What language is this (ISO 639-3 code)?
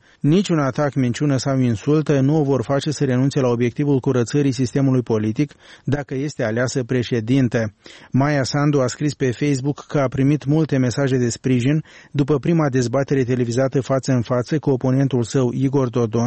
ron